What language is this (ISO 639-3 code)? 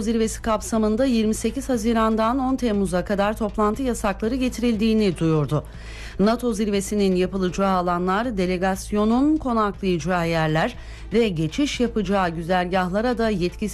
tur